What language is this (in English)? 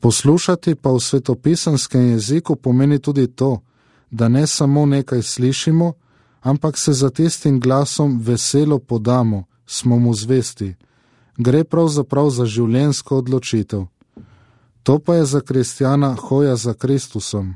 Slovenian